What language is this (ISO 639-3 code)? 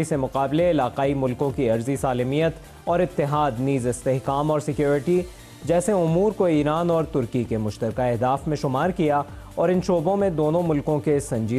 urd